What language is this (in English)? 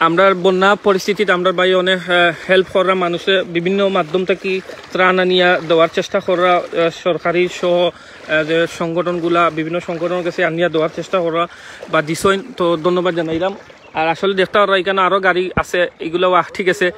Sylheti